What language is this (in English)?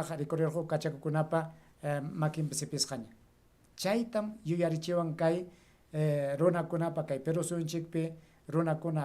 Ayacucho Quechua